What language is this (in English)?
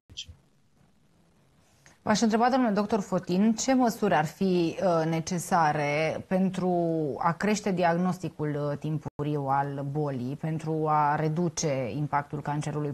Romanian